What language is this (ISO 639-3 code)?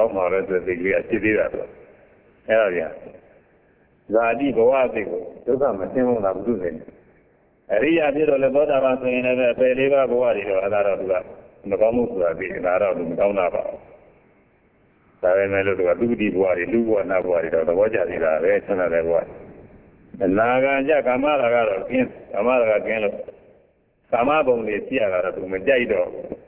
mya